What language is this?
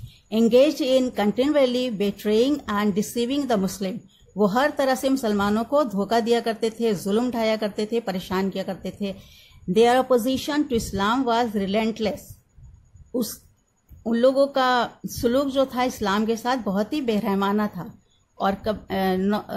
Urdu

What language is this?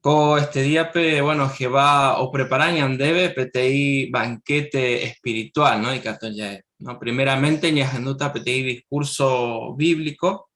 Guarani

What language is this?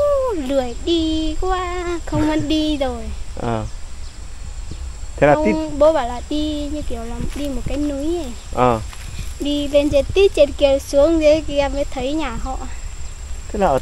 Vietnamese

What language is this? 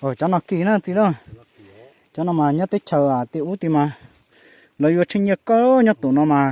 Hmong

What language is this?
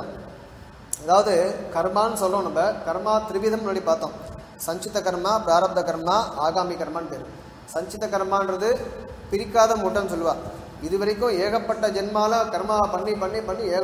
Tamil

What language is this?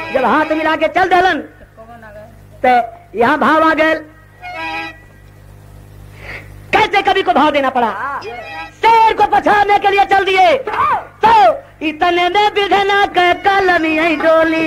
Bhojpuri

